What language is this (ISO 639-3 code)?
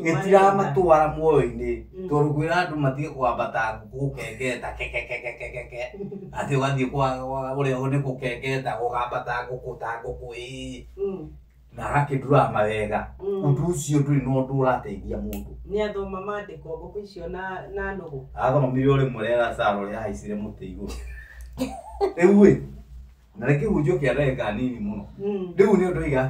kik